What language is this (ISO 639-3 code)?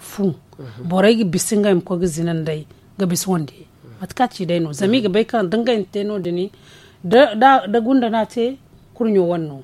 dje